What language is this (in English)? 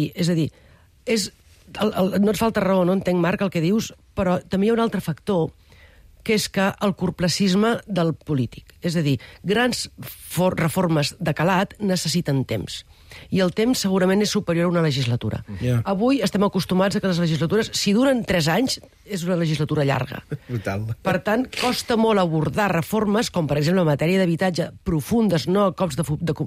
Catalan